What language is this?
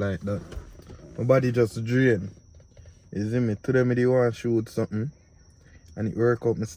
Jamaican Creole English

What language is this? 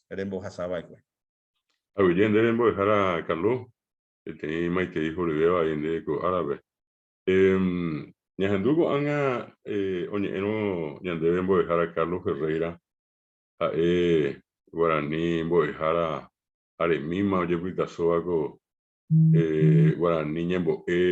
Guarani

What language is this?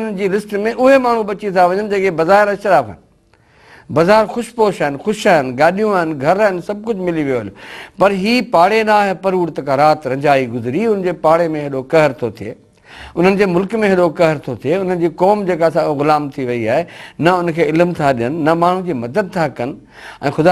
Sindhi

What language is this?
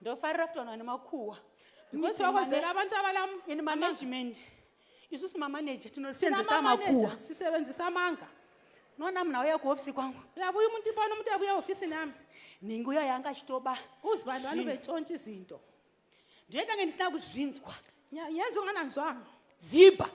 Shona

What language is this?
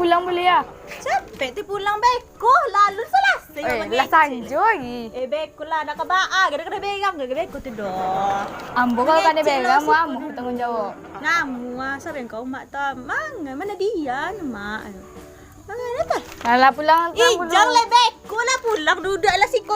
Minangkabau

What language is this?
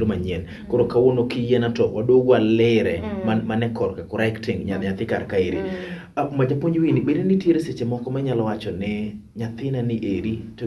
Luo (Kenya and Tanzania)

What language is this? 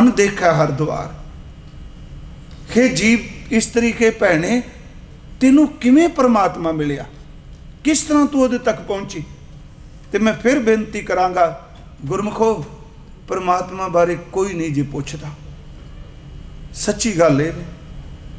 Punjabi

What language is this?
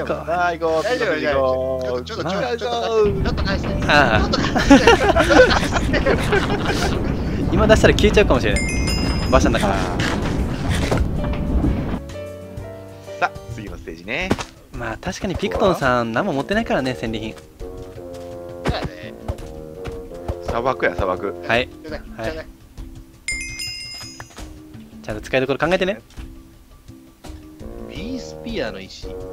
Japanese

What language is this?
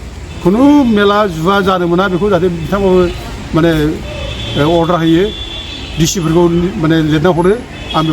Bodo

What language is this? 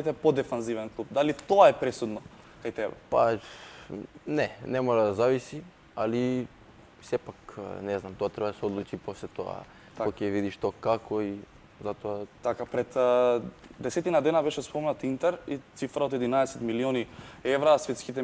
Macedonian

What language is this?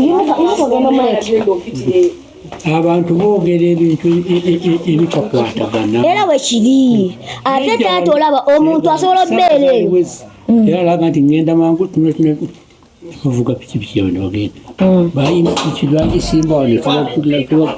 Ganda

